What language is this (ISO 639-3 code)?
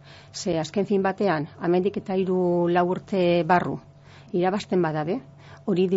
eus